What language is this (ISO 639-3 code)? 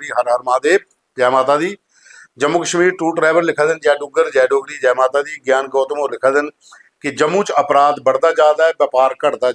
doi